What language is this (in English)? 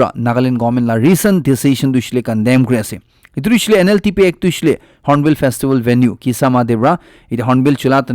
Naga Pidgin